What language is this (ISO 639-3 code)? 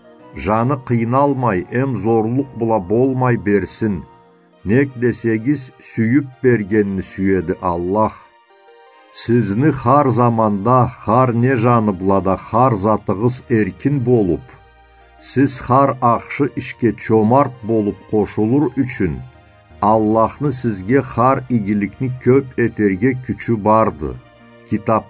krc